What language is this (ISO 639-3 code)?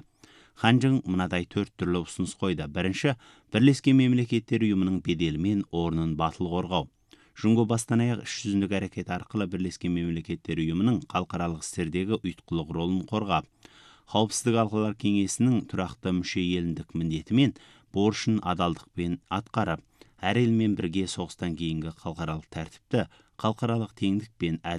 kaz